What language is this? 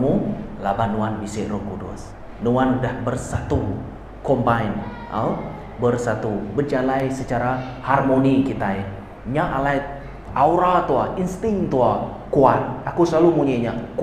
Iban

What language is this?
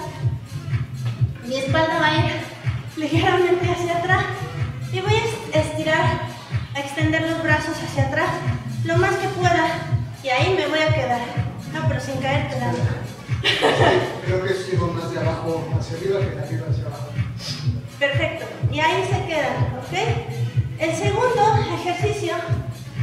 Spanish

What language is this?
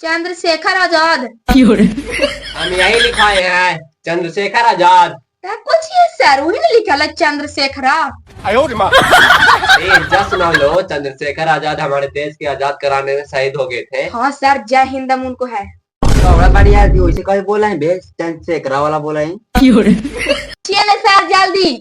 Magahi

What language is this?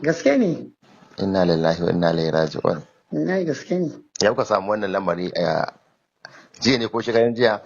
Hausa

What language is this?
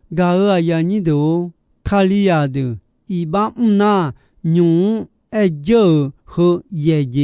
Akha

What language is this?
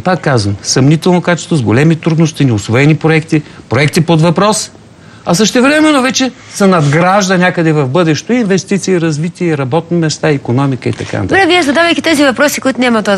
Bulgarian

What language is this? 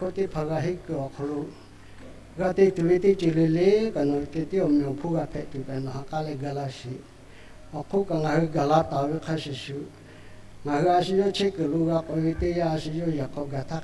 Lahu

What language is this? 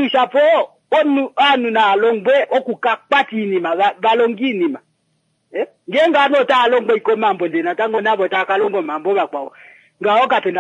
Kuanyama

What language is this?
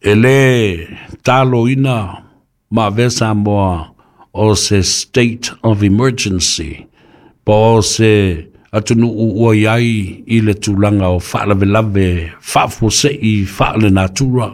Samoan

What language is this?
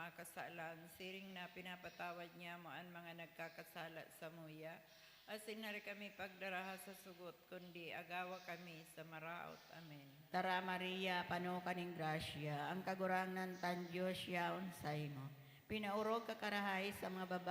Bikol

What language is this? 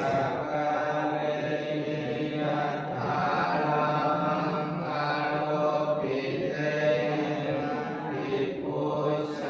Pali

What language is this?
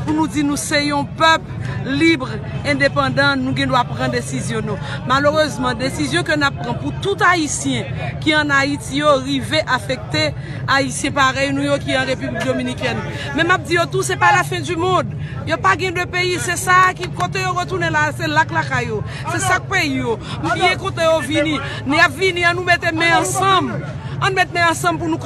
Haitian Creole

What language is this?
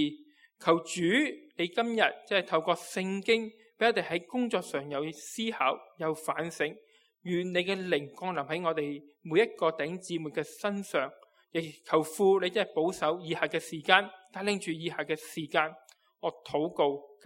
Cantonese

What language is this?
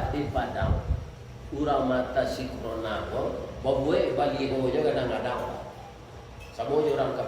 Minangkabau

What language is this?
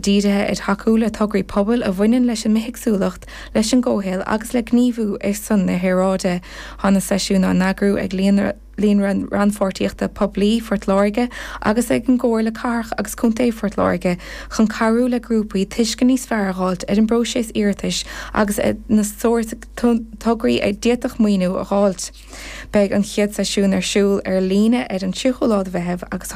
Irish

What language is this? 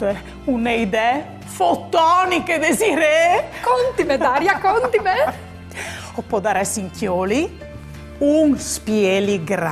Friulian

